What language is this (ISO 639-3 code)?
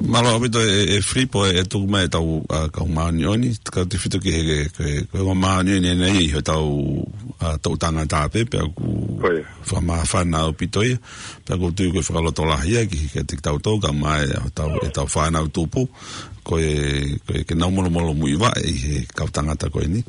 ton